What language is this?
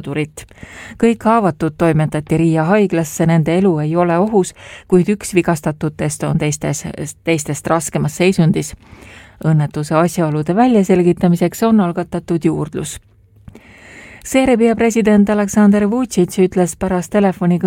Estonian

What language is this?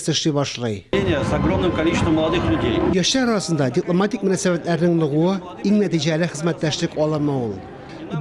Tatar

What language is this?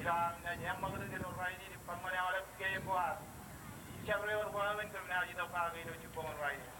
Marshallese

